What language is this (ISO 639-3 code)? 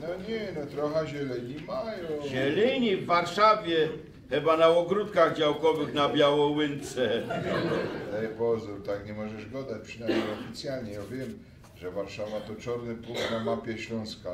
szl